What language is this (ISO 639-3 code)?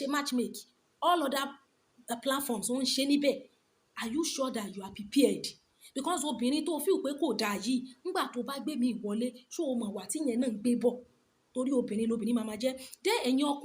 yor